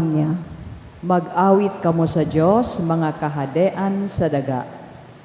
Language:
Bikol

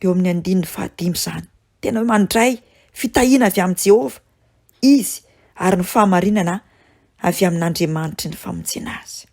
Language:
Malagasy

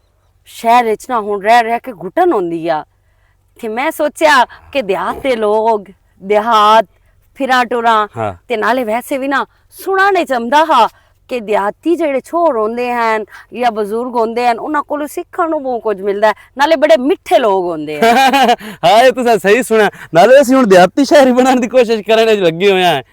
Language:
Western Panjabi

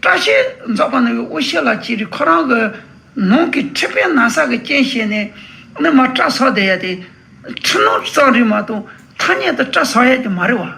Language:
Tibetan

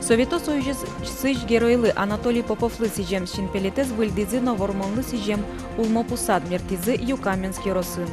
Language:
Udmurt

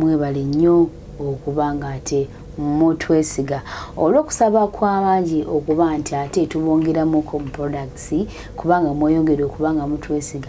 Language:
Ganda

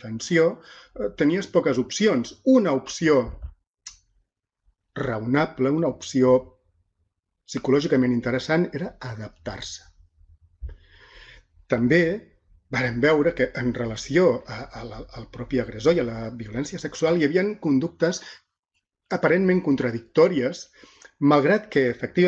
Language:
Catalan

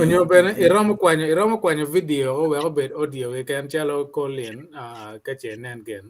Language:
Acoli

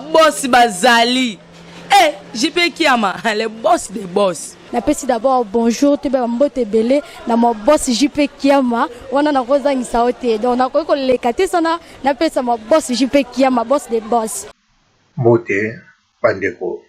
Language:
Lingala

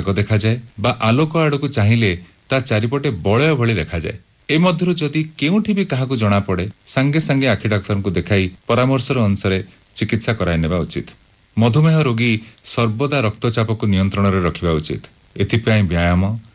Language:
Odia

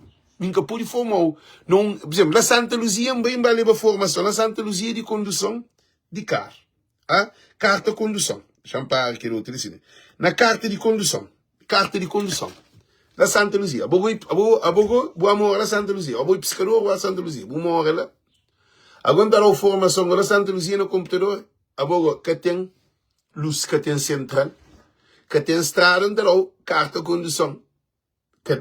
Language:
Kabuverdianu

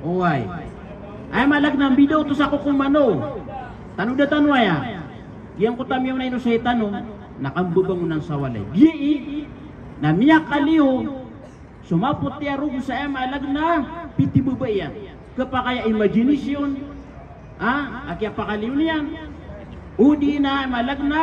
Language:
Maranao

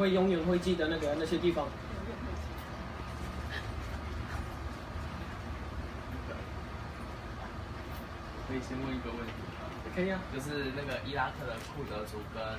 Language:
Chinese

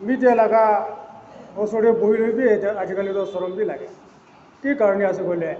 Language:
Naga Pidgin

